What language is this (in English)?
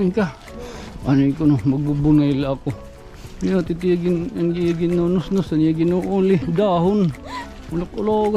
Waray